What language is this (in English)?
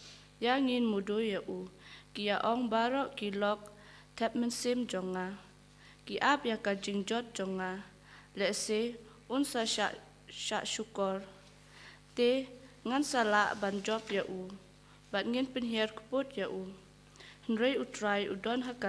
Khasi